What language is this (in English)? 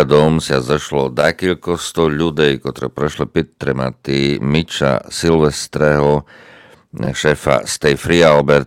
Slovak